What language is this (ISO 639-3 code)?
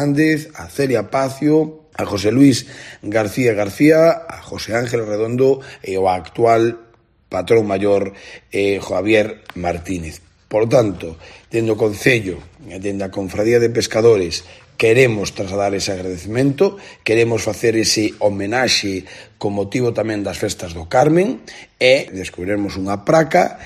glg